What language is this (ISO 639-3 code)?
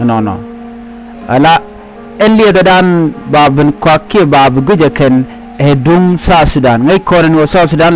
nus